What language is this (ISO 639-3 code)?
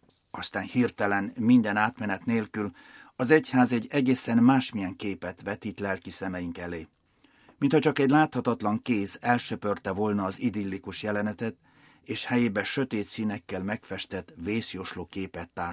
hun